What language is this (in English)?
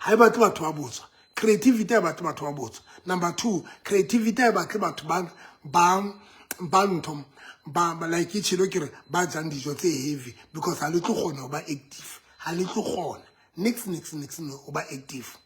Southern Sotho